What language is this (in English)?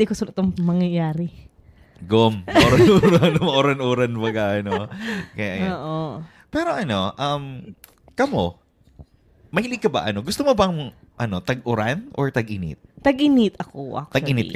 Bikol